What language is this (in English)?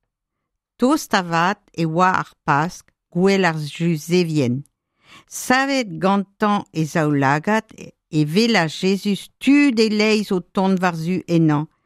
Breton